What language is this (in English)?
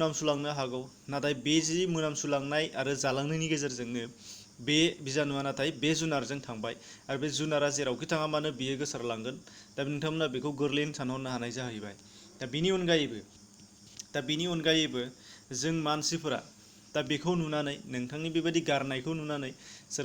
Bodo